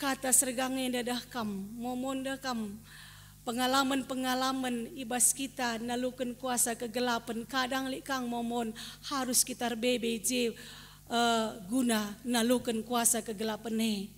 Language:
Batak Karo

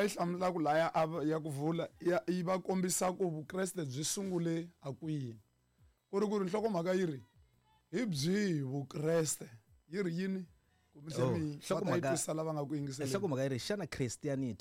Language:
Tsonga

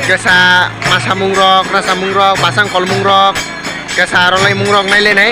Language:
Kok Borok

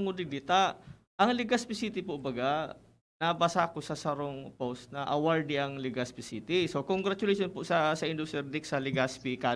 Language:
Bikol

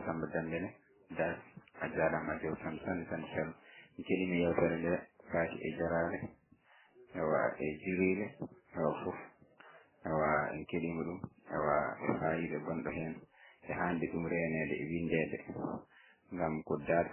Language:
Fula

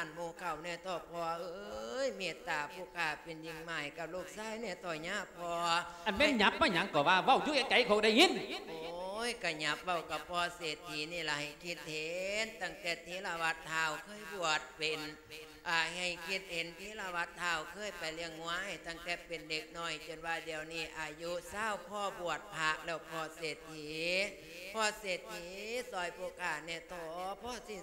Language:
Lao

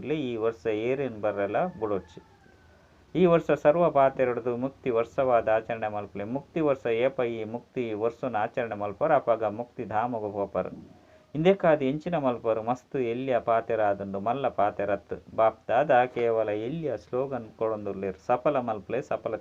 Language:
Tulu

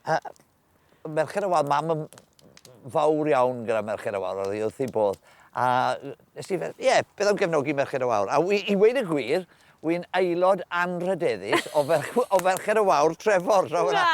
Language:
Welsh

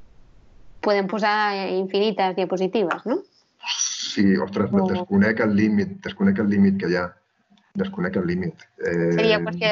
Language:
Catalan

